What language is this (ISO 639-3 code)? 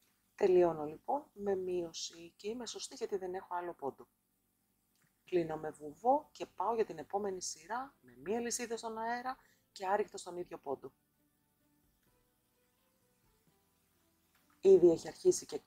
ell